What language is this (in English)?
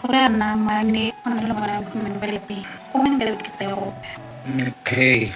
Tswana